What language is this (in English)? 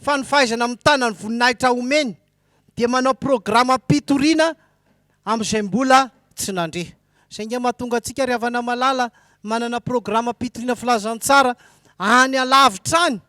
Malagasy